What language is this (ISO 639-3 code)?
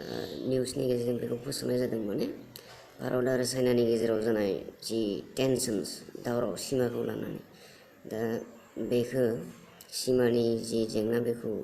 brx